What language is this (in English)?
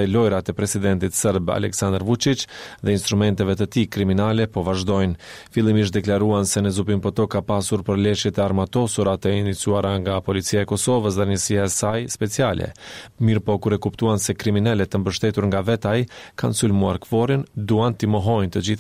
Albanian